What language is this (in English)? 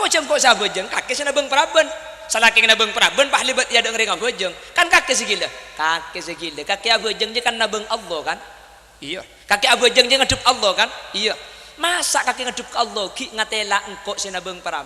Madurese